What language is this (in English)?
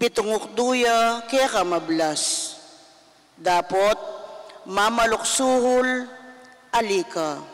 Pampanga